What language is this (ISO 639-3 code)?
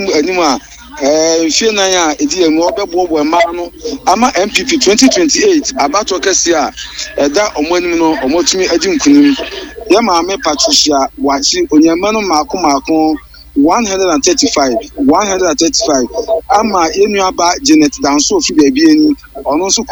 aka